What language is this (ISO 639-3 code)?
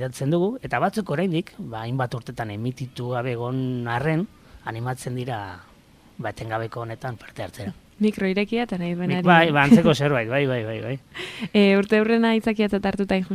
eus